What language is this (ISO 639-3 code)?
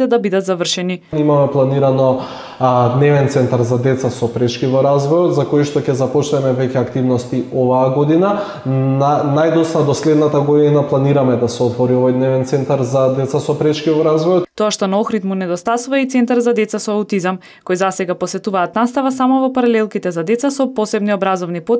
mkd